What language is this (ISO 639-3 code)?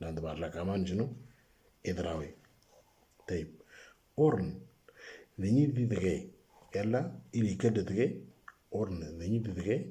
mor